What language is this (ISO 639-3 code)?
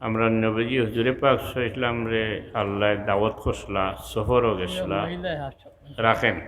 syl